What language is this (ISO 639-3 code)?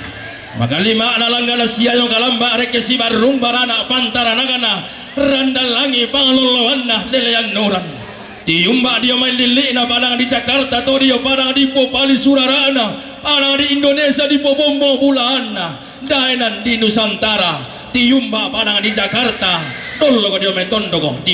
sda